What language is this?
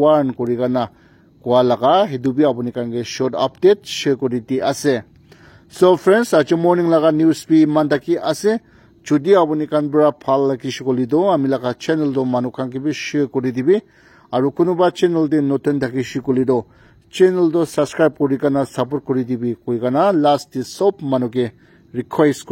Naga Pidgin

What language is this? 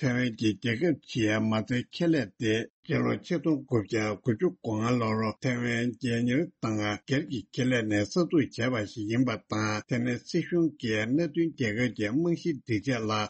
Tibetan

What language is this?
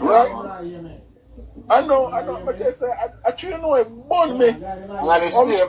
Jamaican Creole English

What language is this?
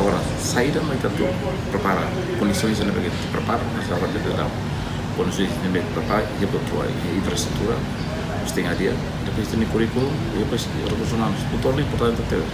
Tetum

